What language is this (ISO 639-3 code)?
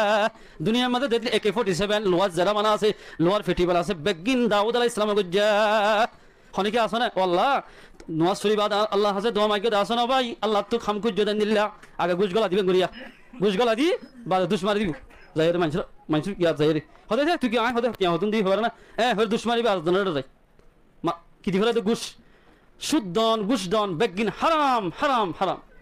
rhg